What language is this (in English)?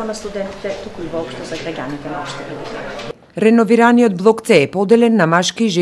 Macedonian